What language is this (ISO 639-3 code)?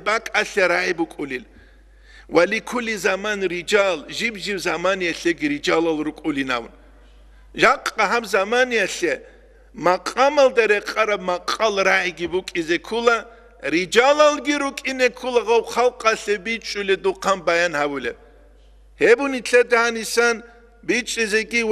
ava